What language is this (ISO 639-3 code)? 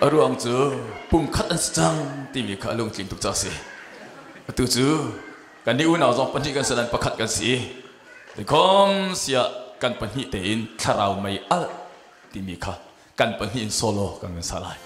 cnh